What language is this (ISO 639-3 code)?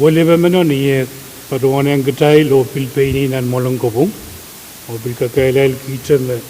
pon